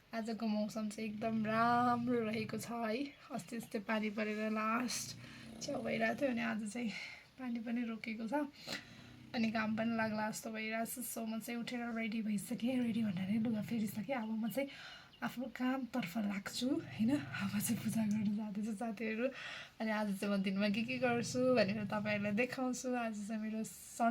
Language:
Nepali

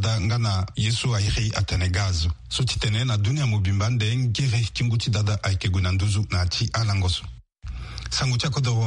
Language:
Sango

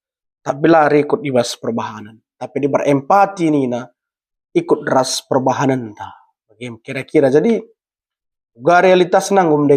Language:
Batak Karo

